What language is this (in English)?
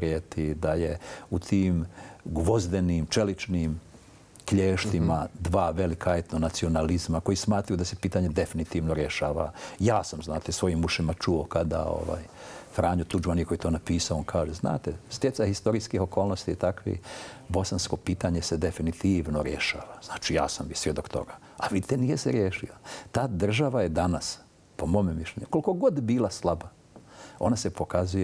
Bosnian